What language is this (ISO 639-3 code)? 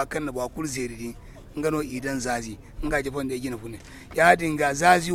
dje